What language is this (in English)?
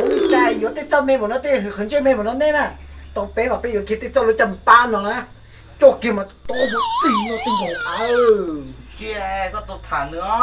Hmong